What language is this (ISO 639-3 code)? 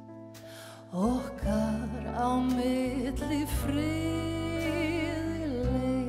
isl